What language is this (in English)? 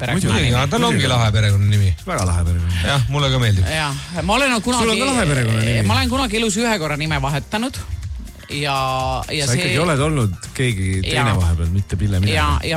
Estonian